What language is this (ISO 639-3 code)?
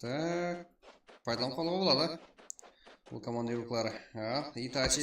kaa